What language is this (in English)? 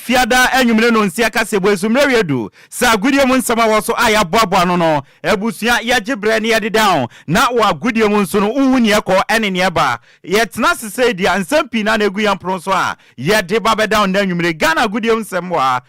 Akan